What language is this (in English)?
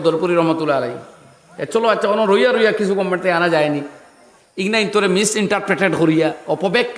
Sylheti